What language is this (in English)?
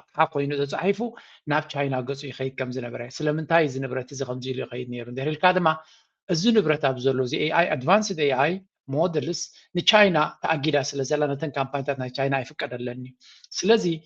Tigrinya